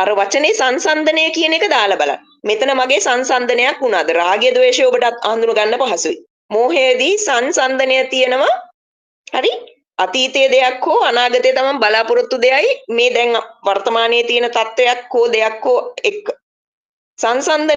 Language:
Sinhala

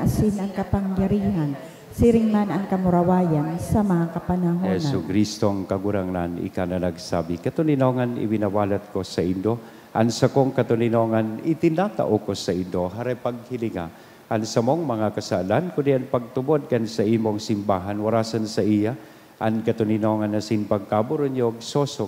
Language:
Bikol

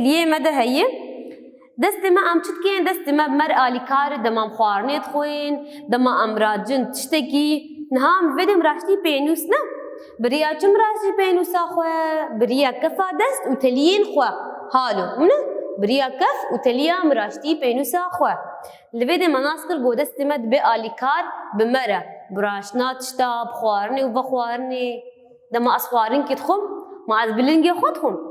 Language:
Kurdish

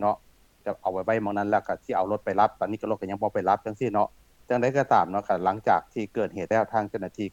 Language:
Lao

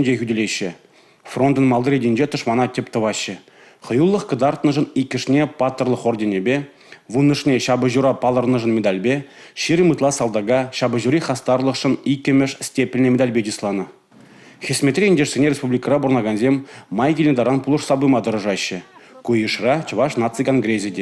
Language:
Chuvash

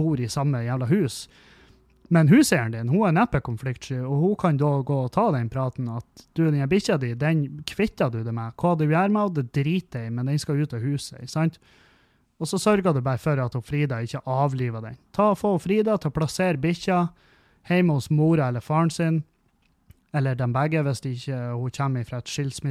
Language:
Norwegian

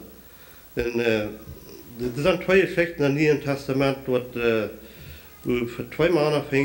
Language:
Plautdietsch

